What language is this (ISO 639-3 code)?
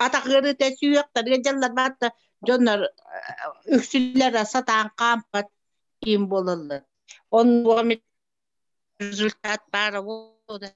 sah